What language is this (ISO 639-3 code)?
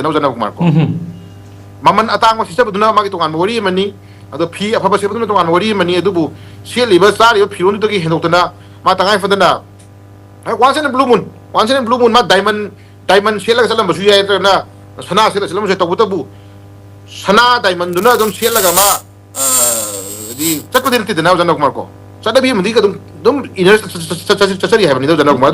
mni